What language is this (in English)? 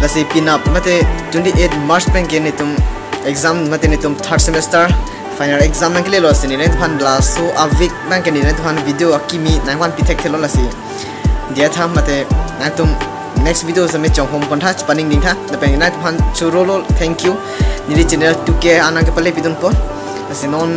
Karbi